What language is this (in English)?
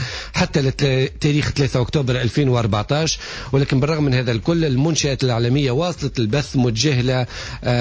Tunisian Arabic